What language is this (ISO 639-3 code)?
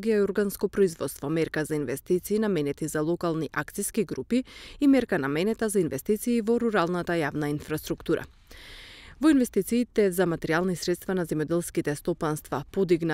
mkd